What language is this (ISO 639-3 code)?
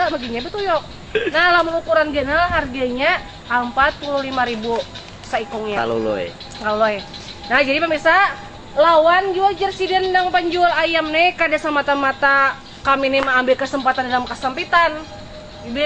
bjn